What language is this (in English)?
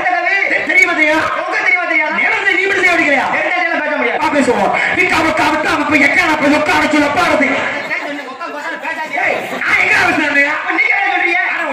Tamil